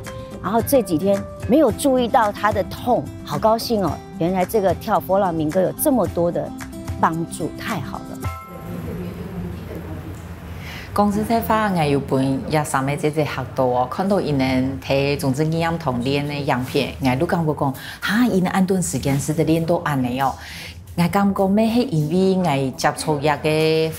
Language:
Chinese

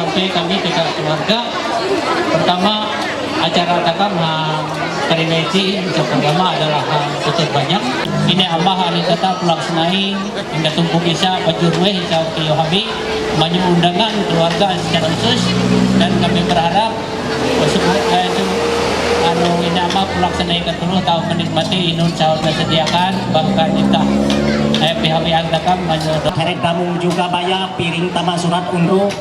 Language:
Ma'anyan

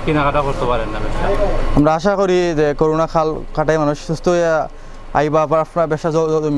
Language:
Sylheti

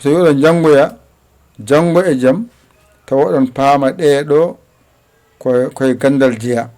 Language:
Fula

